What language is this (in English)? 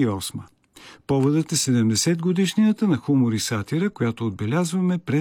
Bulgarian